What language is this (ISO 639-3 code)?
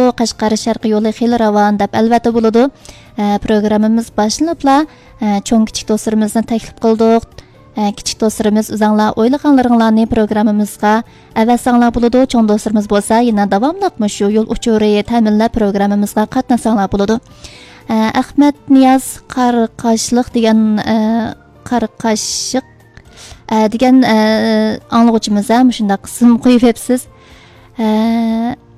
uig